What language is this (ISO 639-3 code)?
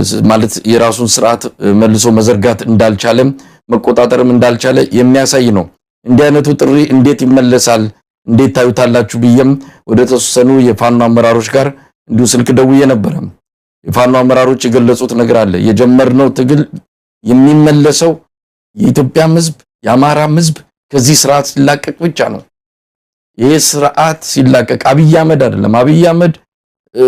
amh